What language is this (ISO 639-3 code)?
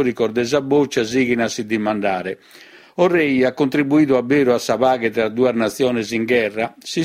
srd